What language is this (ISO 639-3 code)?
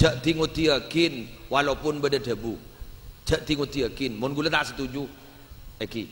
mad